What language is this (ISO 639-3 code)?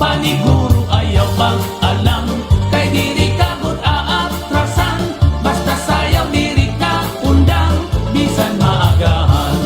war